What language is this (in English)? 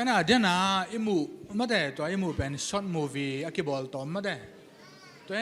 Tedim Chin